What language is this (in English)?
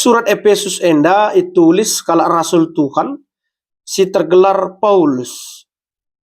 Batak Karo